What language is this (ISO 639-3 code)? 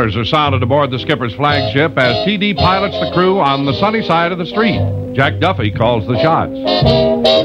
eng